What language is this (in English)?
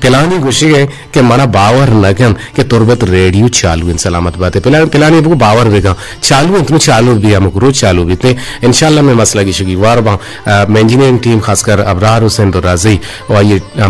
Eastern Balochi